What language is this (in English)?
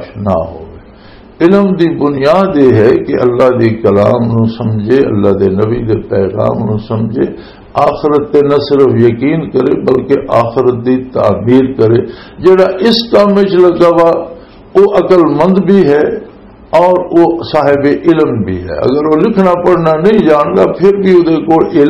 Western Panjabi